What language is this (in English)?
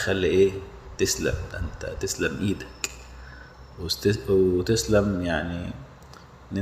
Egyptian Arabic